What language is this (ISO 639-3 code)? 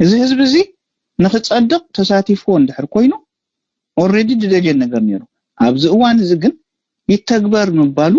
tir